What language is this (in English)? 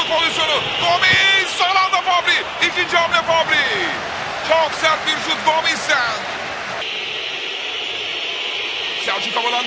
Turkish